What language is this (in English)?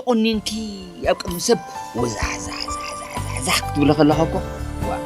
Tigrinya